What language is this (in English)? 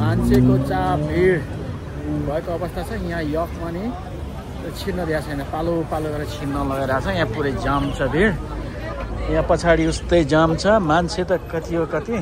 Nepali